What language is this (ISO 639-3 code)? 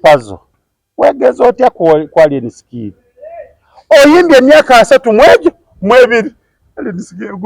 lug